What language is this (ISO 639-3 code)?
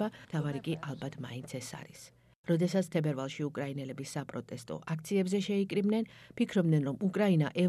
kat